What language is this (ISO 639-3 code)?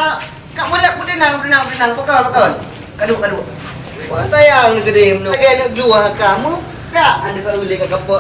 ace